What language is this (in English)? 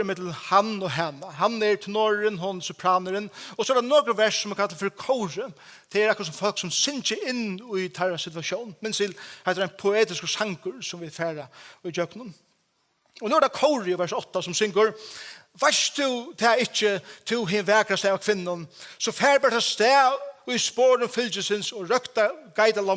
Faroese